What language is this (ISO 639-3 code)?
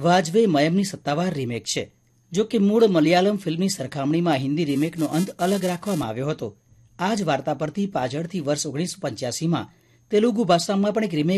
guj